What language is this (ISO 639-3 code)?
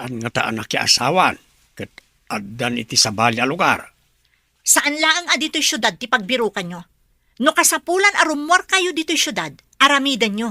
ilo